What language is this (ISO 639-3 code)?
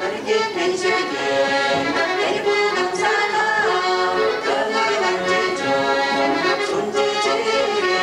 chv